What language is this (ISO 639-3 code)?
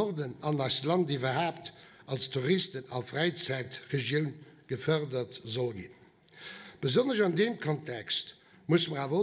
ltz